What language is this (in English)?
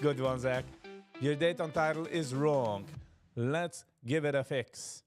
Yiddish